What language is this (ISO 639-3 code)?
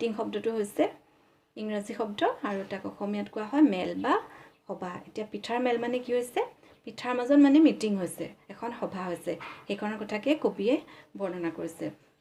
asm